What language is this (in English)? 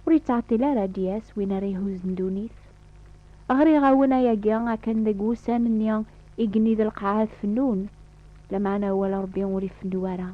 Kabyle